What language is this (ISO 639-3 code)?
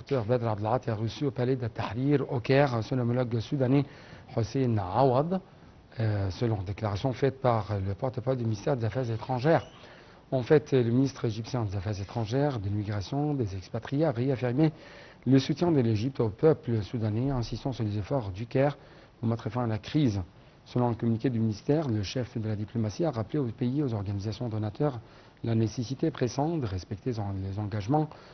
fra